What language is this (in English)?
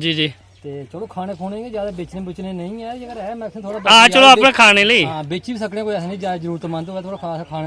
Dogri